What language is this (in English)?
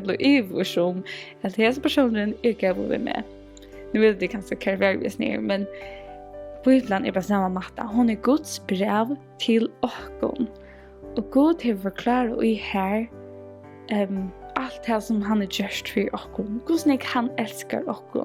Faroese